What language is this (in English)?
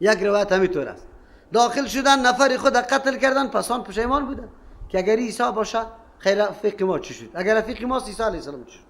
Persian